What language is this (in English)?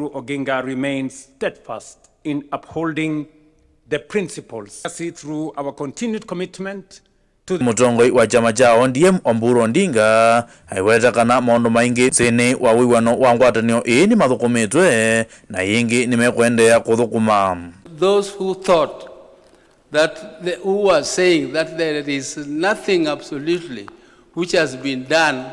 Kamba